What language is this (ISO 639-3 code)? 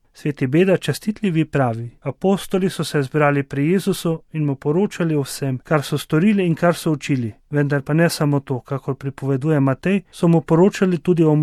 slv